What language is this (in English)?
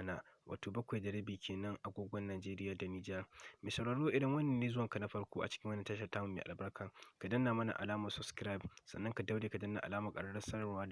Hausa